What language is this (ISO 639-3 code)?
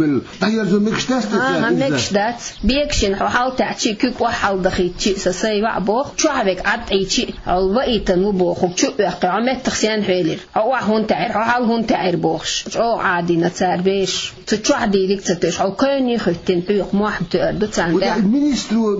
che